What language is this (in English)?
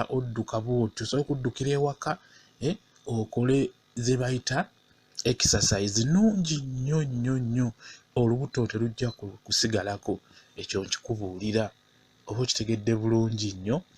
Ganda